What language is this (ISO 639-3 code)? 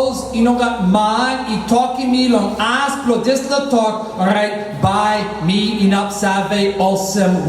tpi